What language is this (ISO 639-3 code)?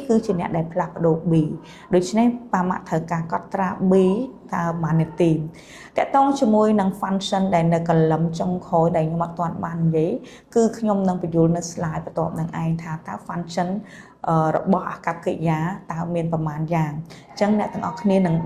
khm